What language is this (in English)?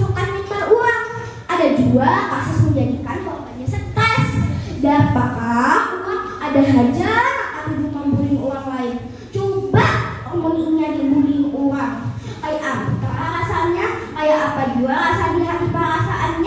Banjar